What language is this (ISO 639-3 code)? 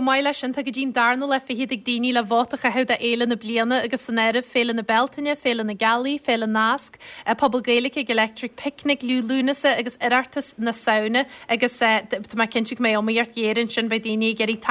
gle